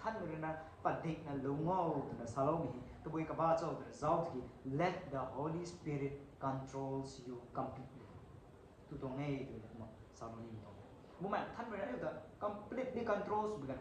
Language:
Rongmei Naga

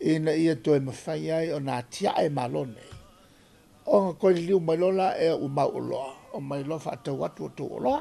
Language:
Samoan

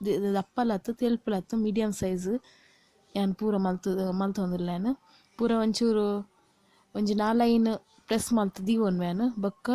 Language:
Tulu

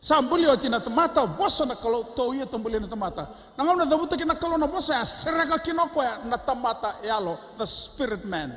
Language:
Fijian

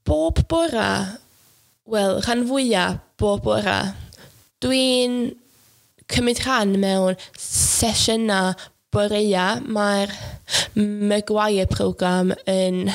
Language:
Welsh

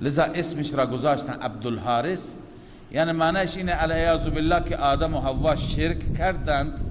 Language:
Persian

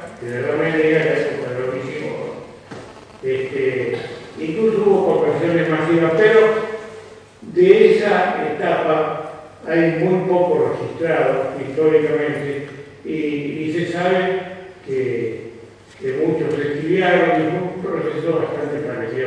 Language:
Ladino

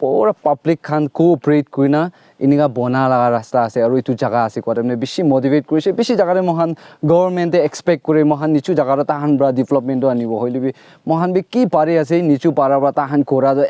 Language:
Naga Pidgin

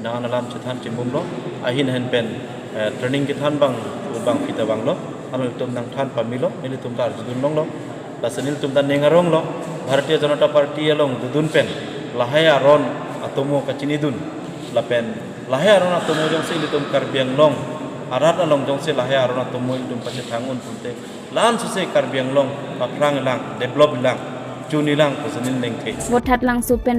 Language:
Karbi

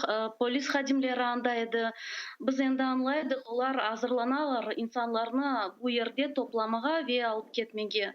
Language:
Crimean Tatar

